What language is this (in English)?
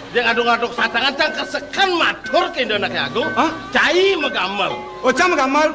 Balinese